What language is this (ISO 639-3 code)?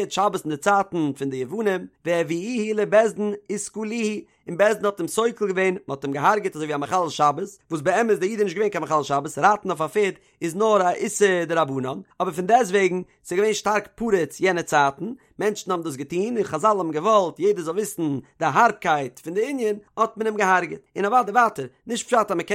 yid